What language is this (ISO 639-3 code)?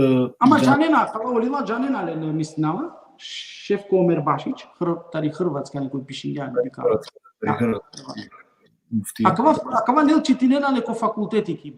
rmn